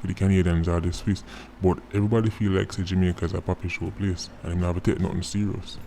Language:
Jamaican Creole English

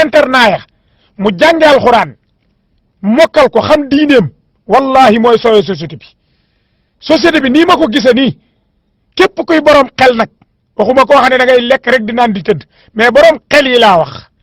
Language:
Wolof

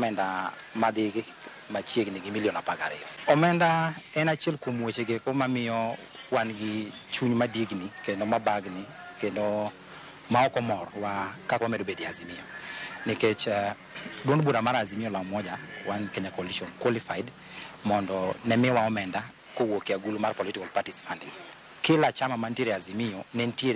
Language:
Luo (Kenya and Tanzania)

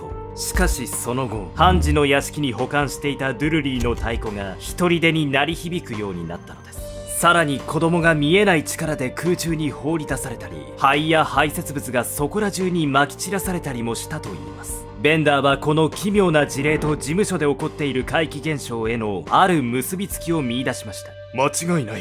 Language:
Japanese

